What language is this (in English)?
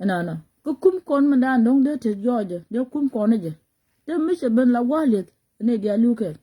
Nuer